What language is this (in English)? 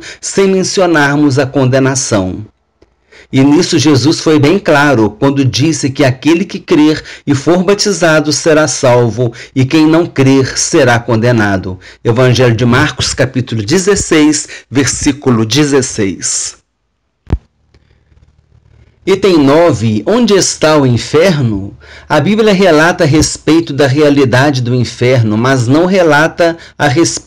Portuguese